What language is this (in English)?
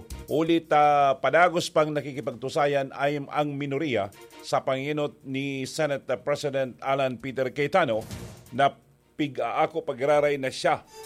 Bikol